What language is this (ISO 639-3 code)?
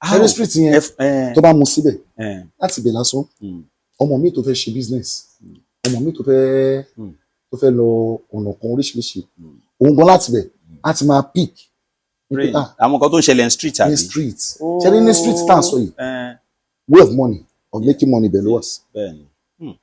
yor